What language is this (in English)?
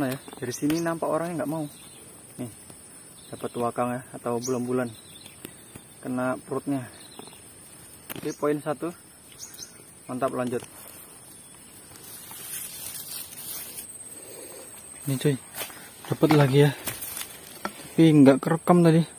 Indonesian